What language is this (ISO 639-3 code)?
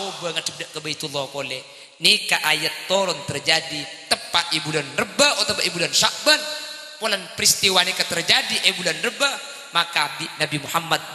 mad